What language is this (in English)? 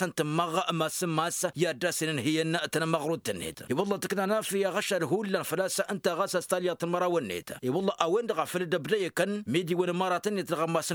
Tamasheq